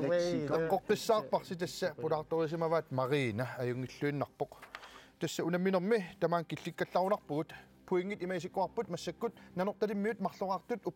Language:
Kalaallisut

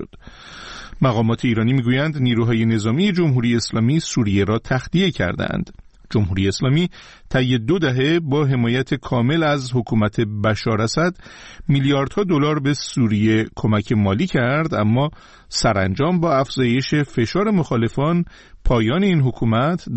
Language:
Persian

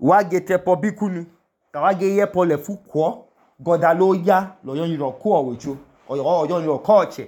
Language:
Idoma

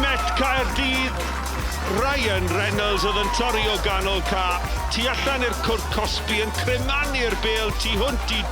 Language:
Welsh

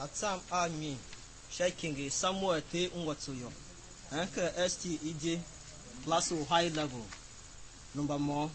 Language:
Tiv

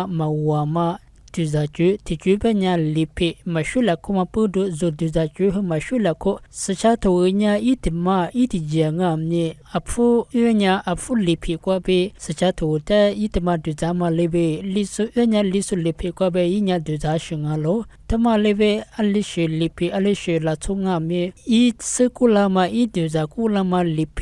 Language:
Lisu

